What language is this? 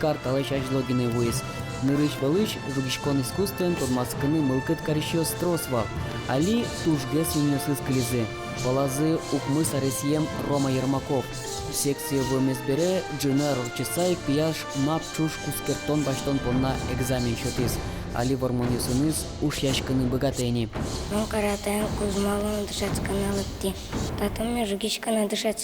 Udmurt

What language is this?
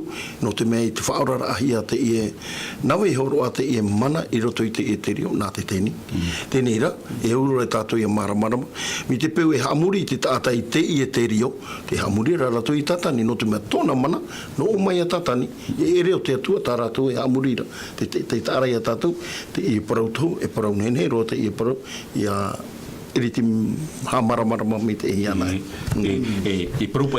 Tahitian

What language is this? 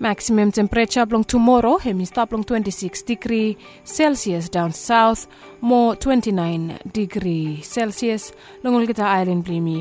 Bislama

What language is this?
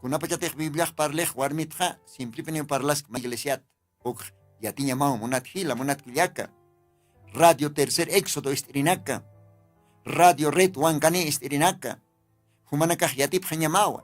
Aymara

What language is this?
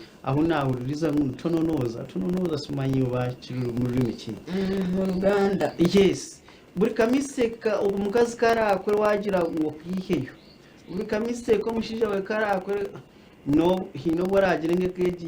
Nyankole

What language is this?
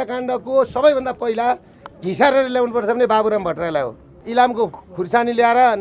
Nepali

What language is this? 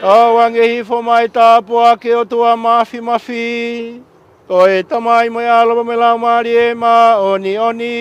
Tongan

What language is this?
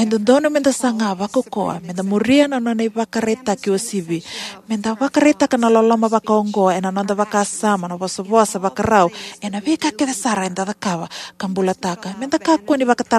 Fijian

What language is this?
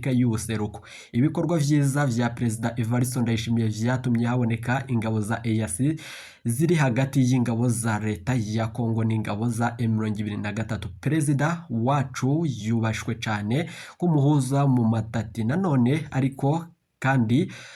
Rundi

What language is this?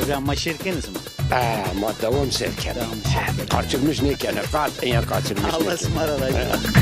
Zaza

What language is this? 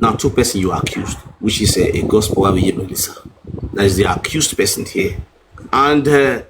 Nigerian Pidgin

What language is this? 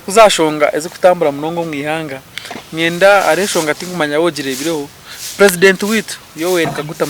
Nyankole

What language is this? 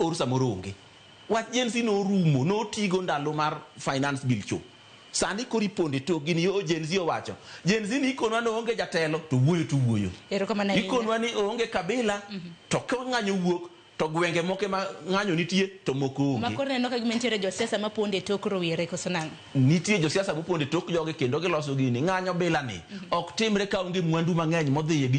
Luo (Kenya and Tanzania)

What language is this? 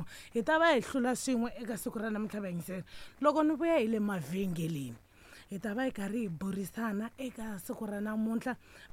Tsonga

